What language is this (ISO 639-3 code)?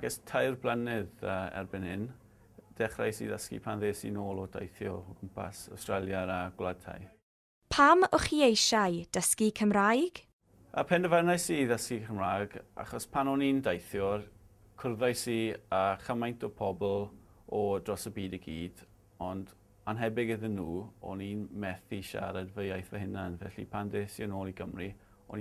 cym